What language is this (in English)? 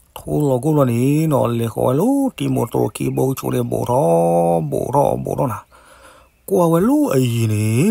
S'gaw Karen